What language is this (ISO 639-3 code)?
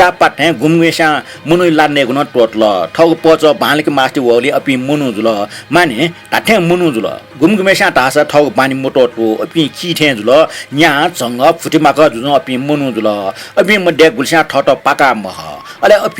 new